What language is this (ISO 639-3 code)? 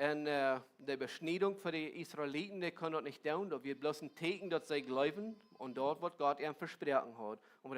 pdt